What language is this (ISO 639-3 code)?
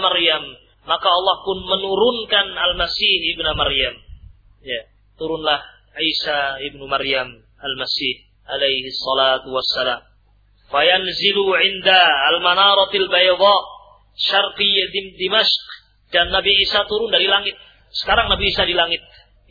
ind